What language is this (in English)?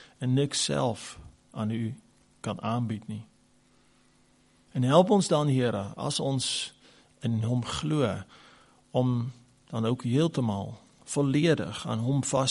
Afrikaans